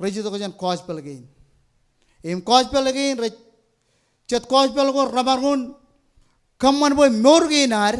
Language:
Marshallese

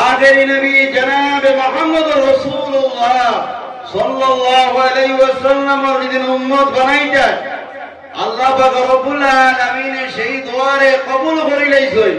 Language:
Sylheti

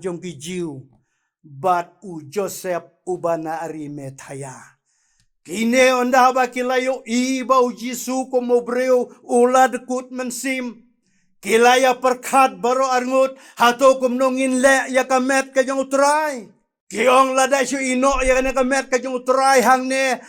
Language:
Khasi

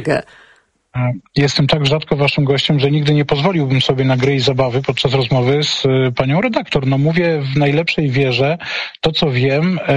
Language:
Polish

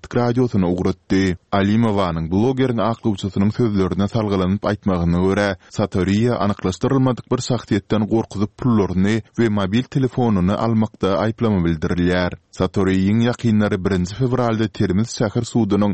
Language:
Turkmen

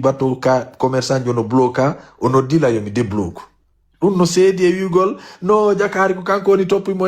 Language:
Pular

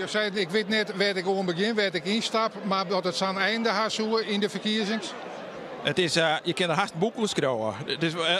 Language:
Western Frisian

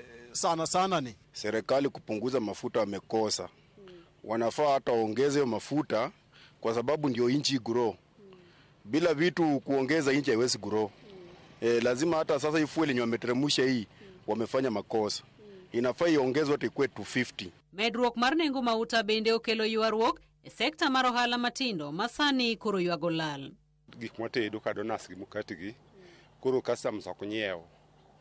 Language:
Luo (Kenya and Tanzania)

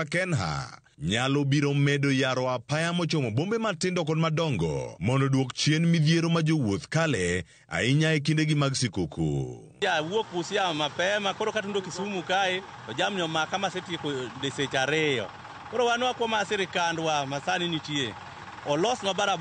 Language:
Luo (Kenya and Tanzania)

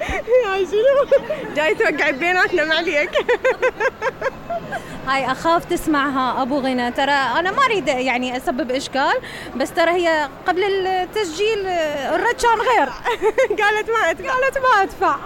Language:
Mesopotamian Arabic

